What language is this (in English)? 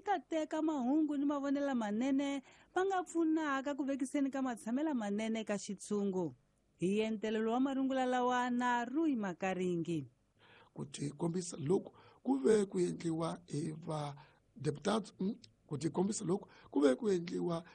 Tsonga